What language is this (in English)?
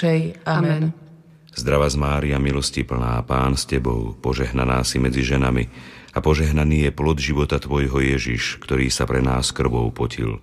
Slovak